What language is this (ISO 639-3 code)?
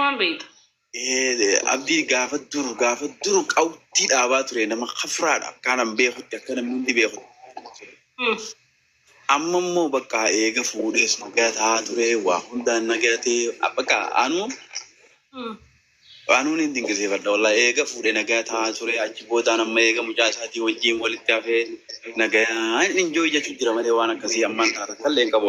orm